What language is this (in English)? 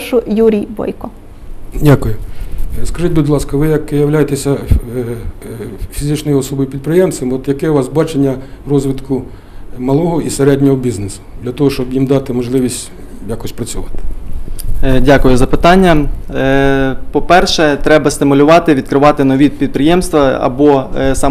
Ukrainian